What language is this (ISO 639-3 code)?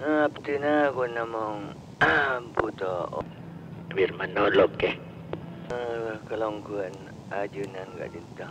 mad